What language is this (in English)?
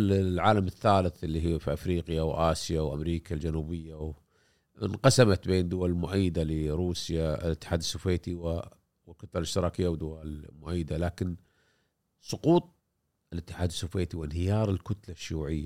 Gulf Arabic